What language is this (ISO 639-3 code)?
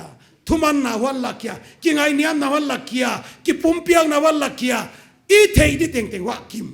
pck